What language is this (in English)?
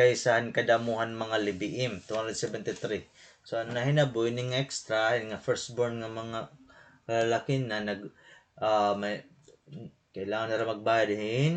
Waray